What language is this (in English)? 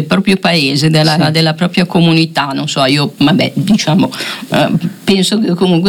Italian